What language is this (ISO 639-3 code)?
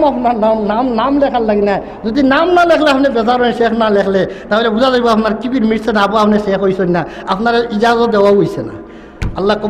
syl